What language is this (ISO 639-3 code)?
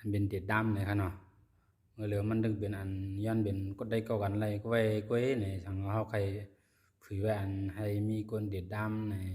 shn